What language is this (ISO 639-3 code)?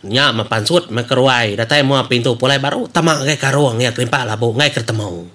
iba